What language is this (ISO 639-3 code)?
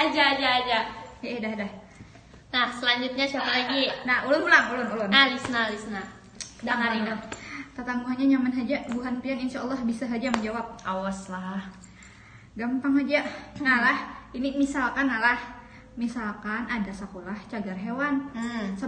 bjn